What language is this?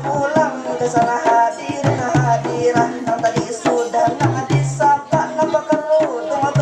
Banjar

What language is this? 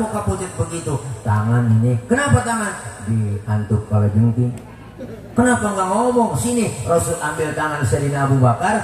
Betawi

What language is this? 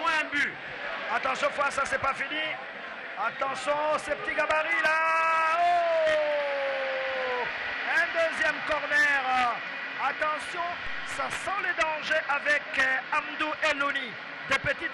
French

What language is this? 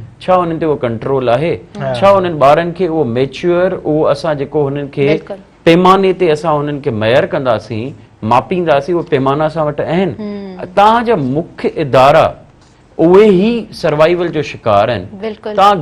Sindhi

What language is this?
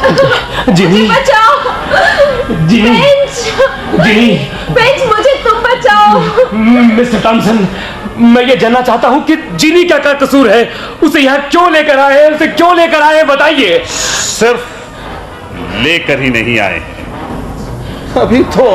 Hindi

